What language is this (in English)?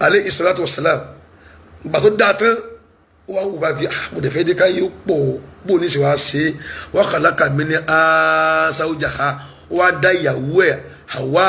Yoruba